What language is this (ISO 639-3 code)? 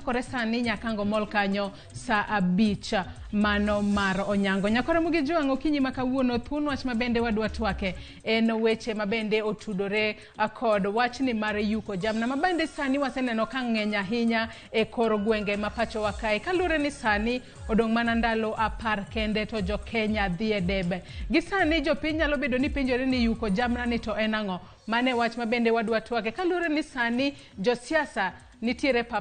luo